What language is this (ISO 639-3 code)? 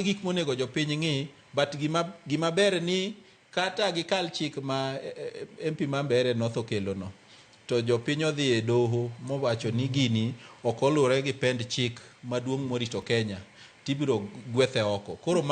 luo